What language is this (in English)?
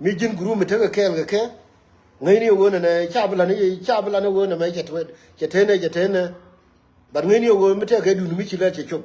Nuer